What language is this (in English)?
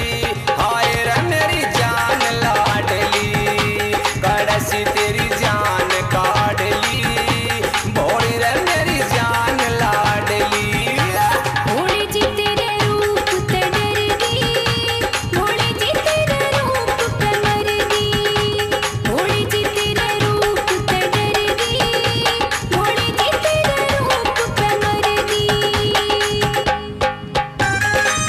Haryanvi